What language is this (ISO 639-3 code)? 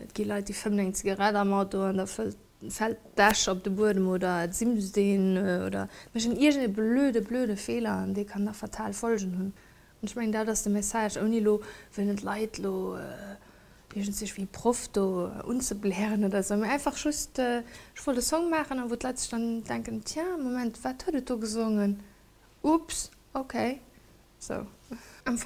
ltz